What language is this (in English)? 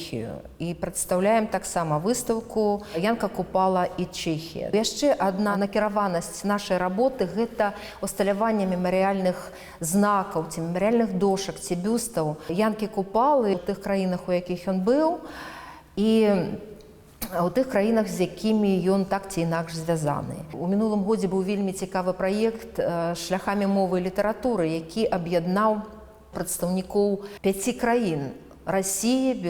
Belarusian